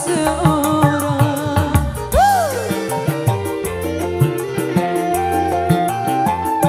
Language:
Indonesian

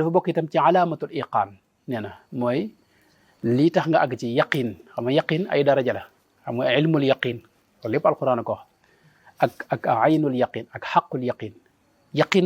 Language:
Wolof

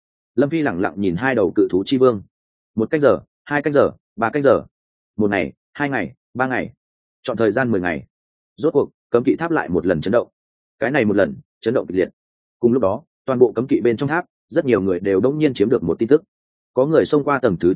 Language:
Vietnamese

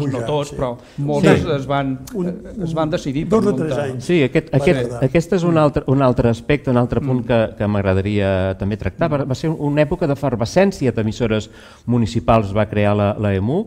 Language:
Catalan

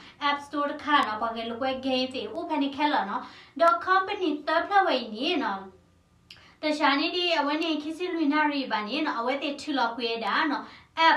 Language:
S'gaw Karen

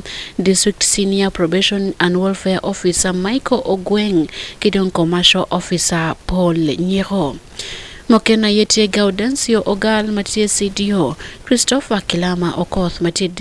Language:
Acoli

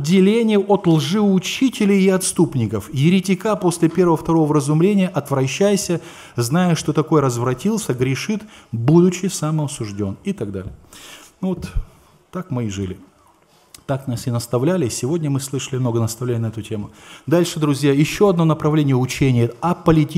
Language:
Russian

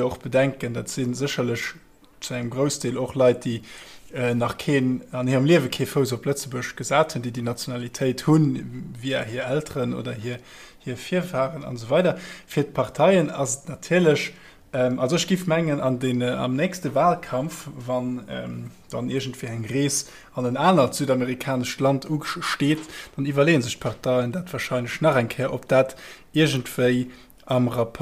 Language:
Luxembourgish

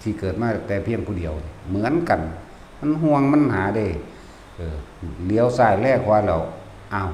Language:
Northeastern Thai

